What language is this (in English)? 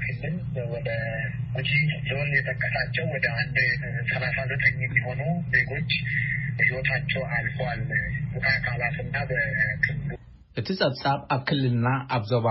Tigrinya